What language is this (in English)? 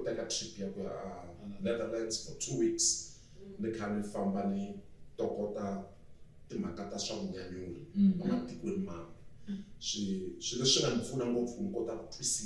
Tsonga